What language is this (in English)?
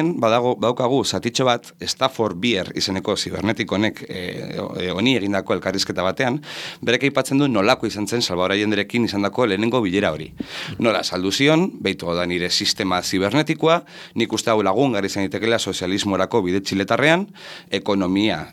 Basque